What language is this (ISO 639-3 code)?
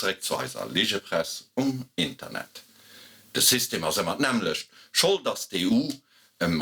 ltz